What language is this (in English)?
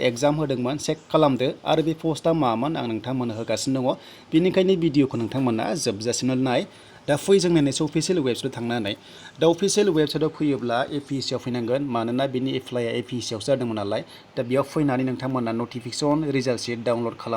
Bodo